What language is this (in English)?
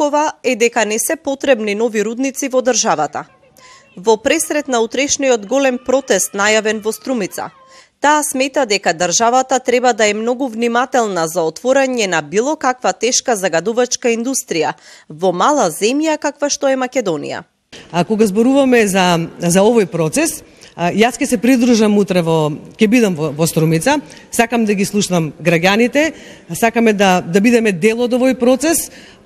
Macedonian